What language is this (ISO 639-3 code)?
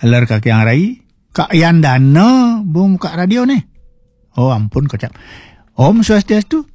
ban